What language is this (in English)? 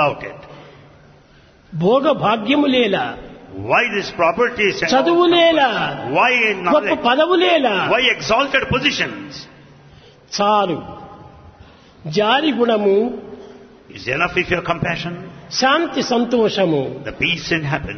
Telugu